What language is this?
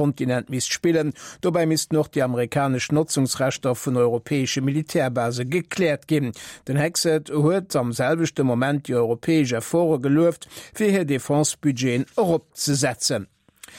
Luxembourgish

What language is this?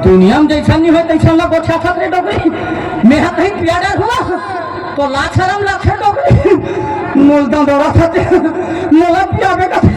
Chhattisgarhi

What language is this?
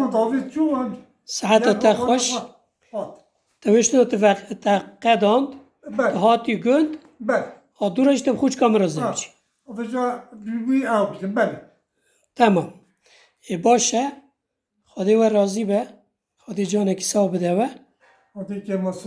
Kurdish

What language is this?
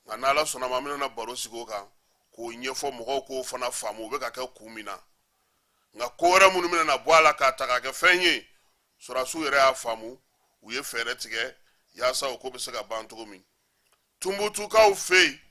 Bambara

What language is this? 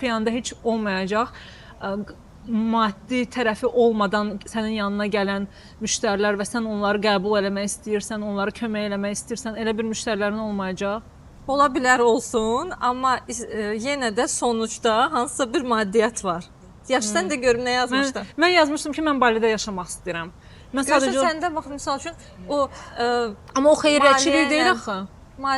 Azerbaijani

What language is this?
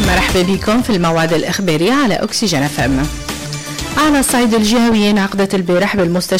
Tunisian Arabic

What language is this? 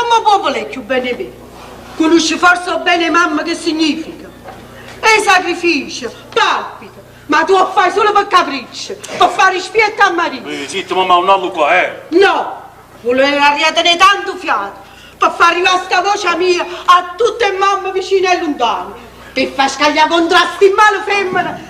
Neapolitan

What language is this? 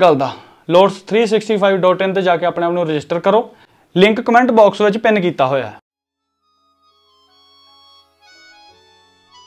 Punjabi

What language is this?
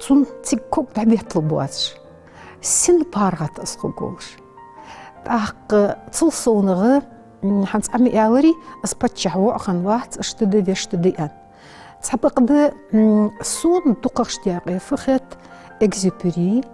Ingush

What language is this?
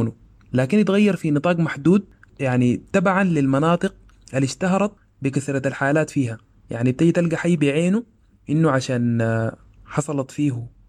Sudanese Arabic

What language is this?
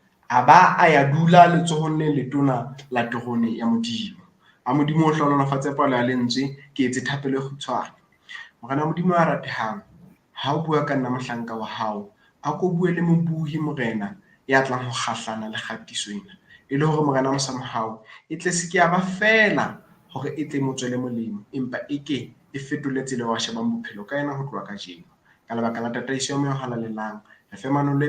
Southern Sotho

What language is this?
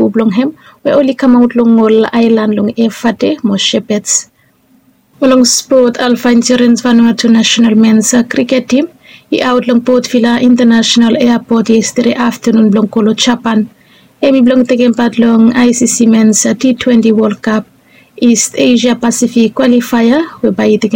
Bislama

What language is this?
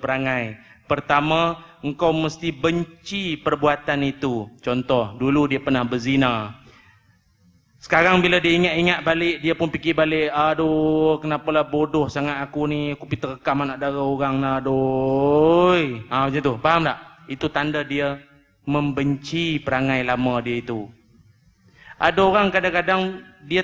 Malay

